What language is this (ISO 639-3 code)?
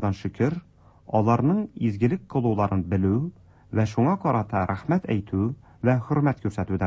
tat